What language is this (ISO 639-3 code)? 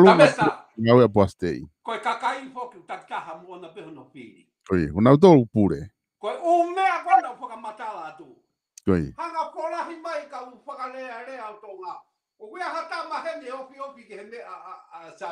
ton